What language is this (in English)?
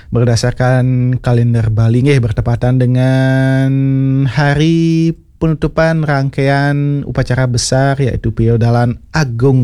Balinese